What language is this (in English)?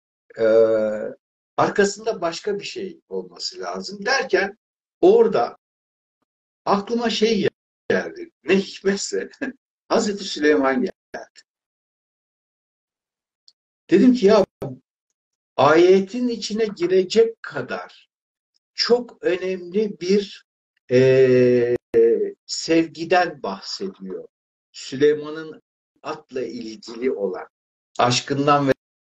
Turkish